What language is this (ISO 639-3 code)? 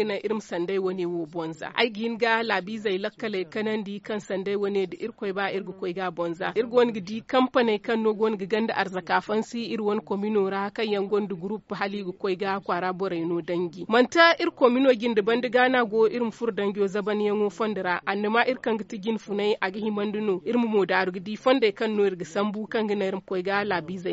dje